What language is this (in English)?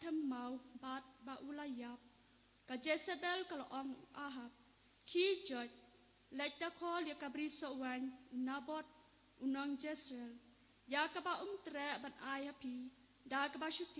Khasi